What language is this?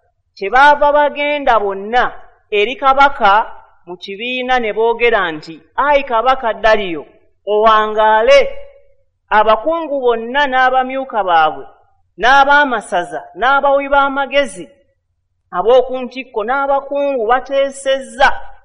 Ganda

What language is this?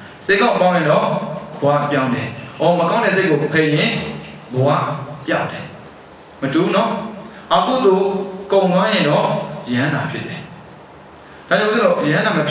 Burmese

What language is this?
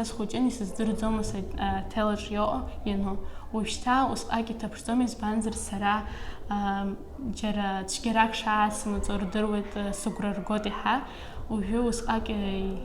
Abkhazian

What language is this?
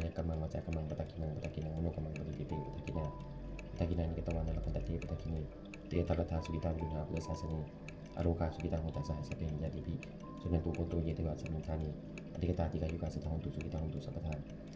Pali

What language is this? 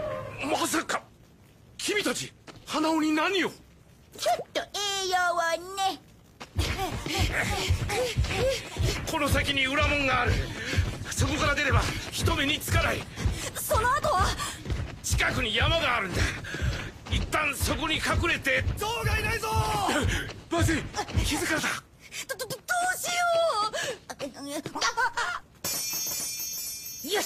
Japanese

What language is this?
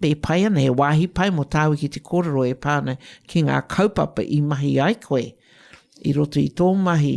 Māori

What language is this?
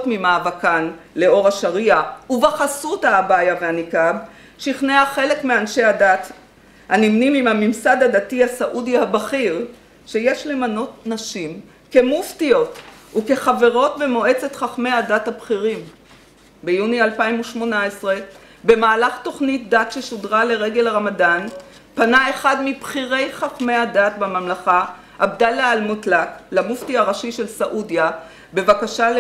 Hebrew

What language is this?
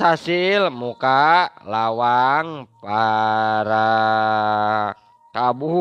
Sundanese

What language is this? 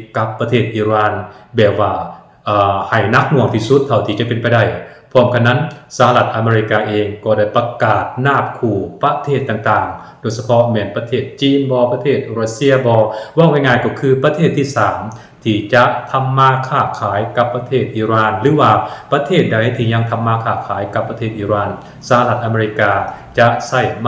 Lao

